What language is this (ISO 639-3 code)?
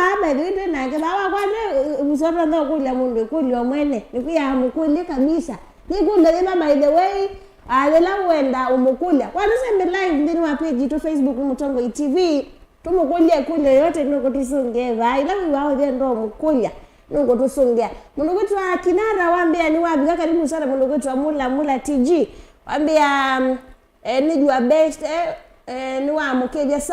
kam